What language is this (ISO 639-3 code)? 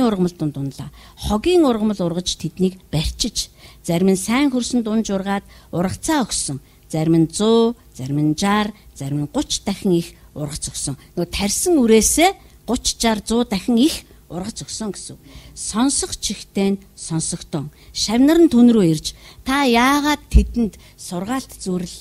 mon